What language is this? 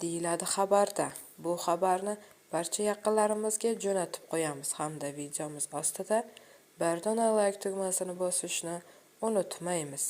Uzbek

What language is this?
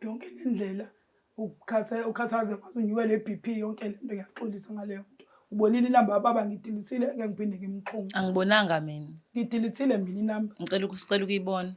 Zulu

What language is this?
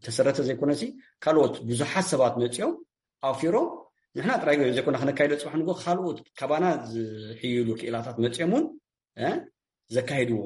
Tigrinya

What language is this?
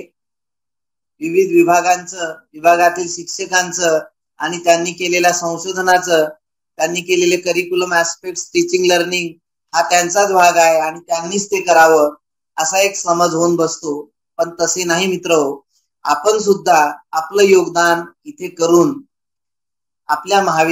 Marathi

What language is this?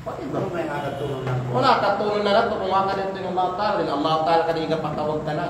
Kalagan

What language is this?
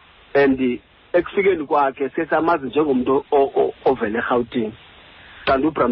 Xhosa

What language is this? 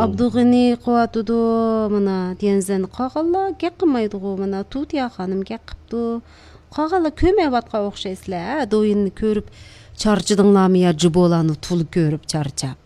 Uyghur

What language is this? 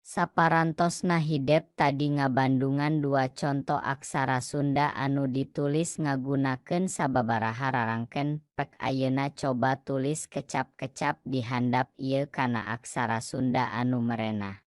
Sundanese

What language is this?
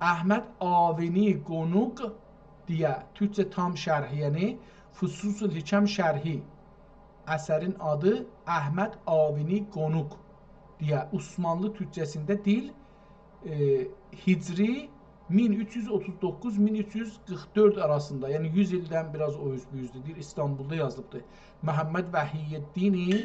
South Azerbaijani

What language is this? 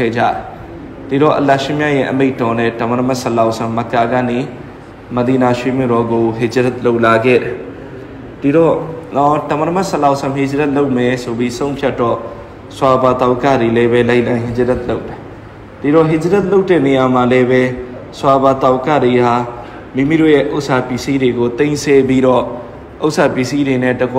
Burmese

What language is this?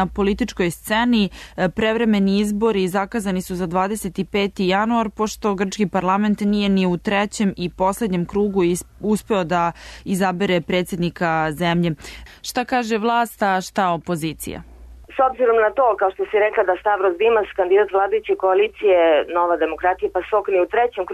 Serbian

